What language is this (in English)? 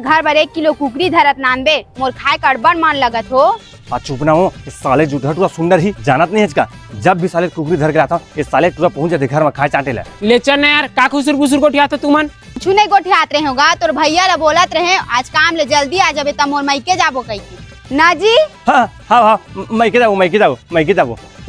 Chhattisgarhi